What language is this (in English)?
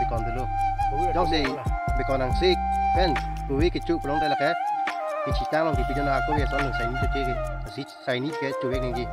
Karbi